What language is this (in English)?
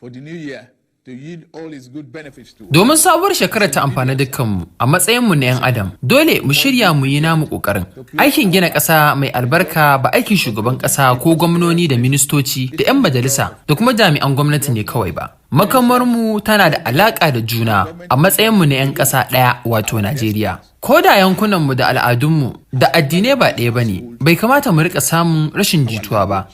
Hausa